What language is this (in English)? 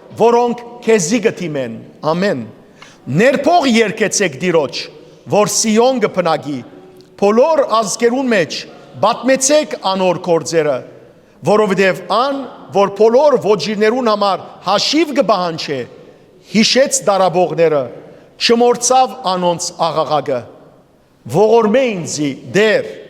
Western Armenian